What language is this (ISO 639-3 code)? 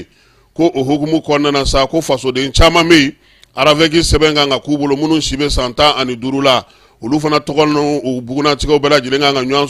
bam